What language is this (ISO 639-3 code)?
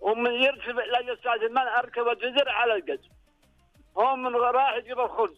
ars